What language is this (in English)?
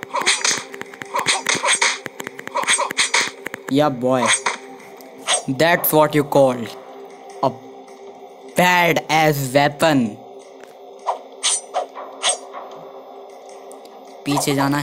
Hindi